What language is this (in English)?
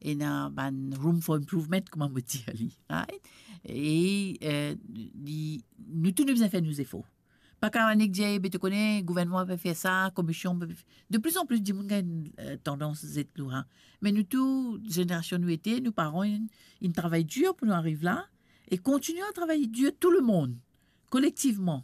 Morisyen